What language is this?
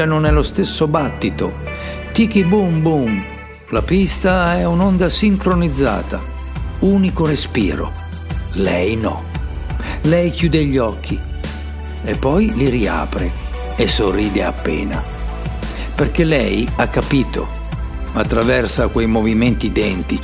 Italian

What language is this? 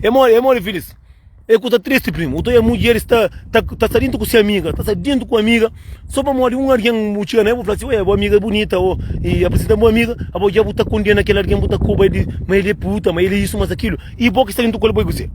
Kabuverdianu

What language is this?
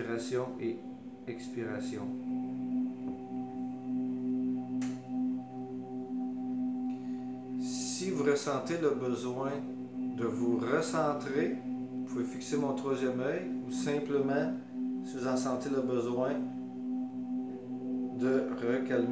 French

